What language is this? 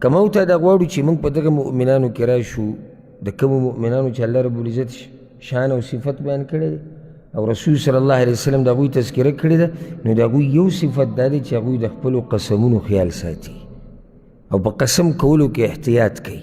Pashto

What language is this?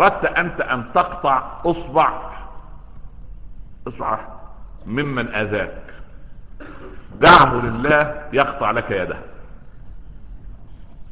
Arabic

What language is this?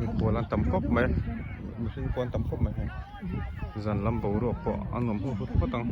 Mizo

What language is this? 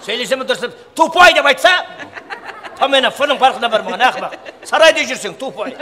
Kara-Kalpak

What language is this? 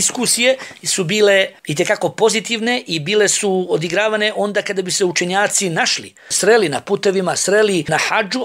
Bosnian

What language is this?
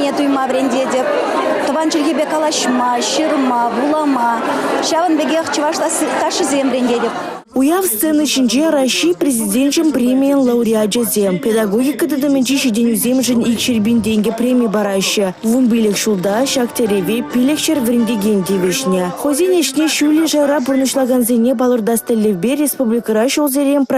Chuvash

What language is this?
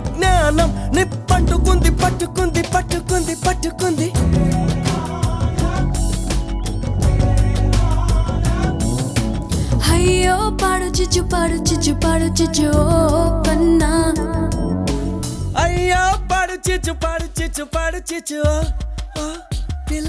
Telugu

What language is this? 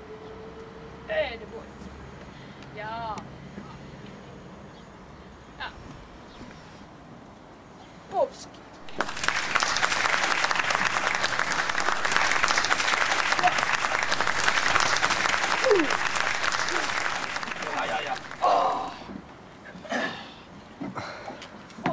Swedish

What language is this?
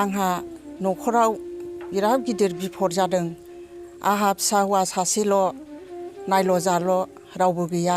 Bodo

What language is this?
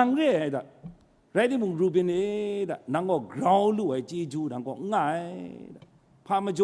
Kachin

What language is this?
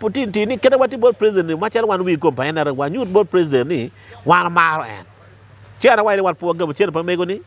Acoli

